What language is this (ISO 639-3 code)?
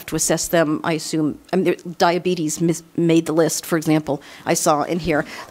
eng